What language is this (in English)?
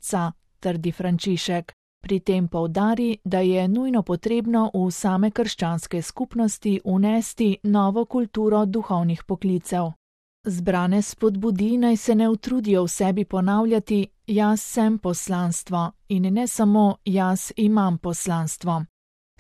Slovenian